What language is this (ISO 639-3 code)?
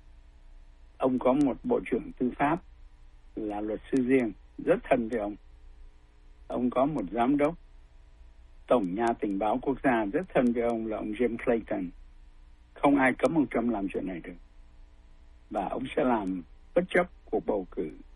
vie